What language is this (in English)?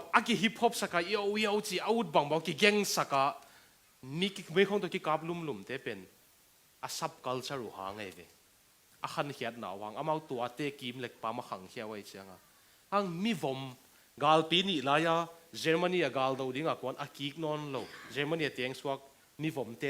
Tedim Chin